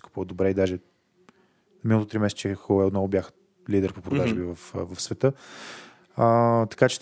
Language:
Bulgarian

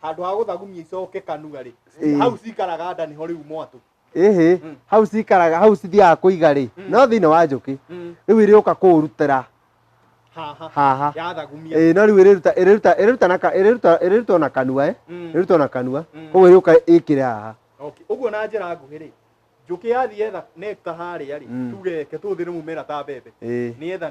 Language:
Kikuyu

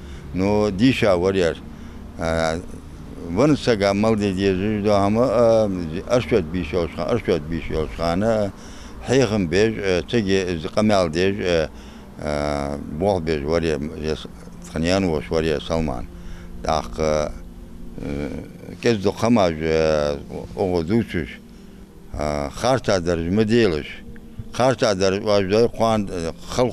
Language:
Ingush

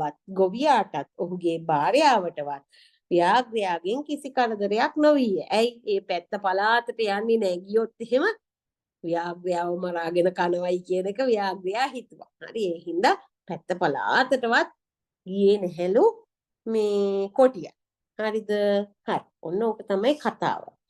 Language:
Sinhala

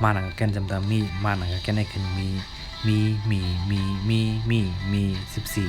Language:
Shan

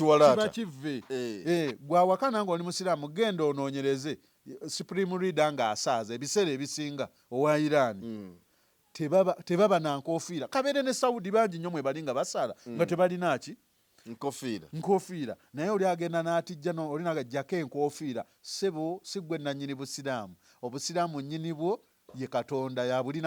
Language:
Ganda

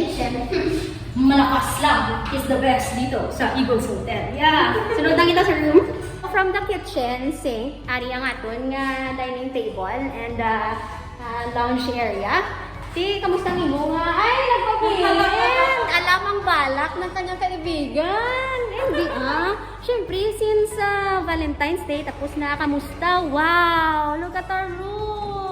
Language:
Hiligaynon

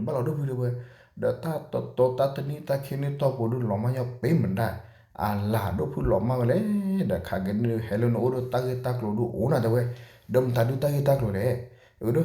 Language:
S'gaw Karen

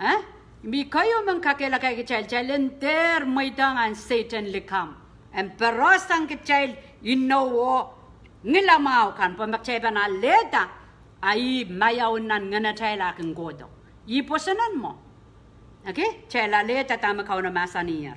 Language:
Pohnpeian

